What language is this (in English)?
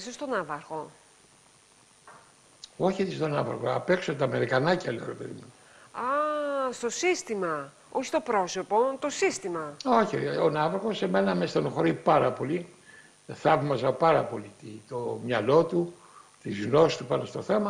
Greek